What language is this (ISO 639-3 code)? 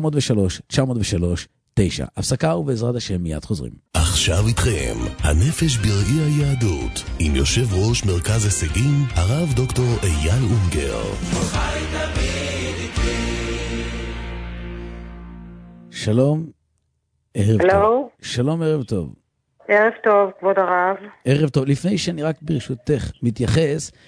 heb